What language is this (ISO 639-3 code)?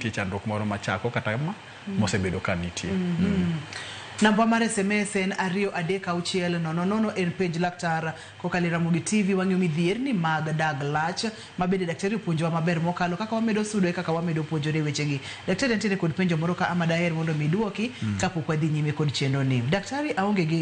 luo